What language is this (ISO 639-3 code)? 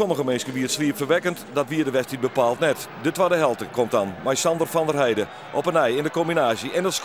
fry